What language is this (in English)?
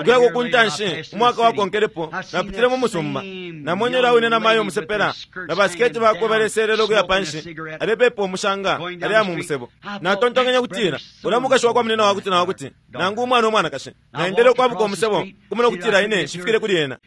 Bemba